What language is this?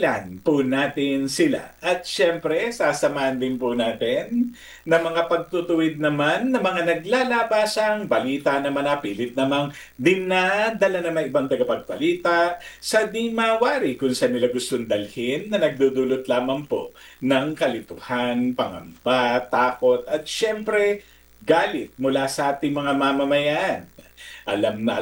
Filipino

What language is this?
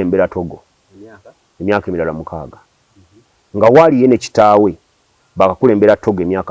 Ganda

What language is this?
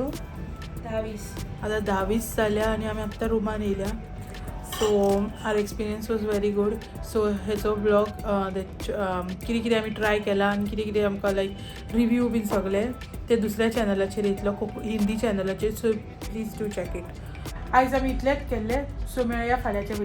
Konkani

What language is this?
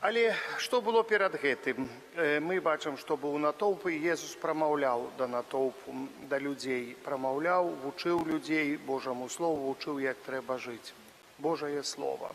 Belarusian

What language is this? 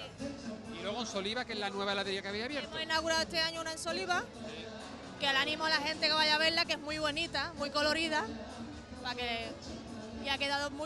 Spanish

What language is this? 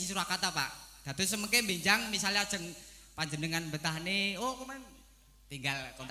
Javanese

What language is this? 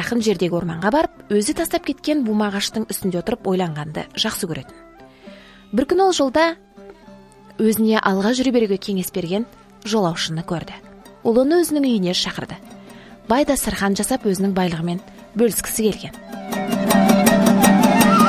Kazakh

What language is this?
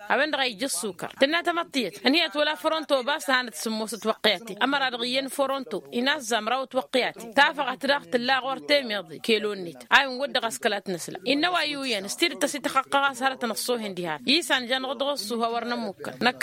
Tamasheq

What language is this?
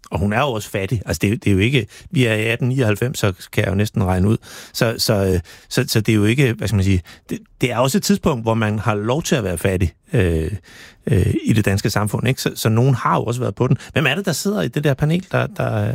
Danish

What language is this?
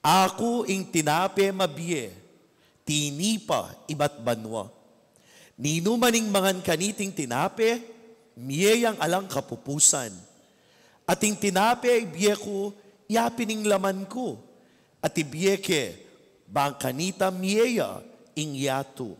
Pampanga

